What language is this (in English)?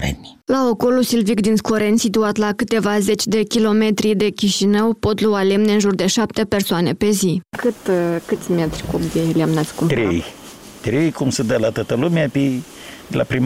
Romanian